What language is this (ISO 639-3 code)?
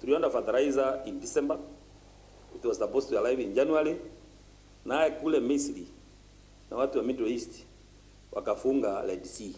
mer